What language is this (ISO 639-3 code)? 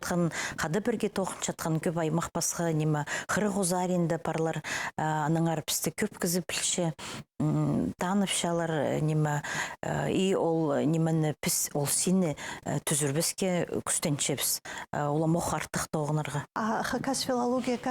kjh